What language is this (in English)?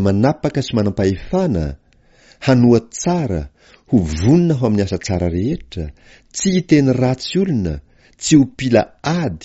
Malagasy